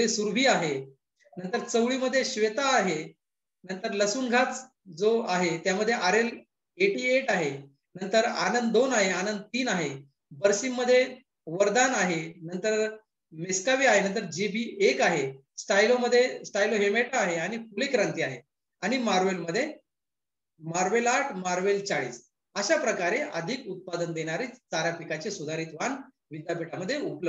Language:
Marathi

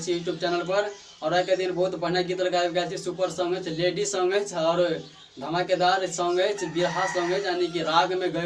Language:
Maithili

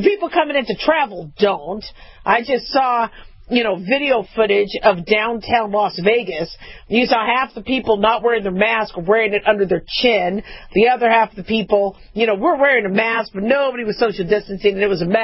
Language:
English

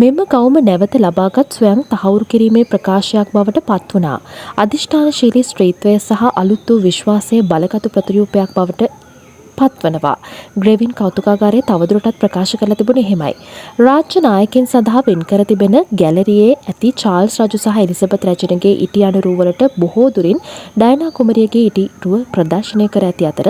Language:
Sinhala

